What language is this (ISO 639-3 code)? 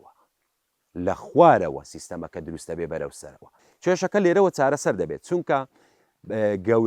ckb